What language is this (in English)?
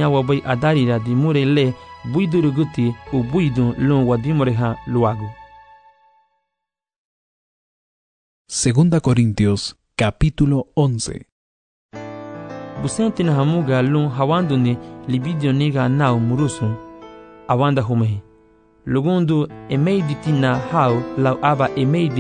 Garifuna